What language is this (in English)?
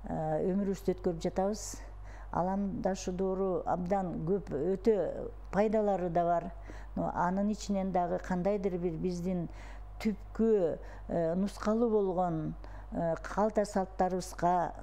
Kyrgyz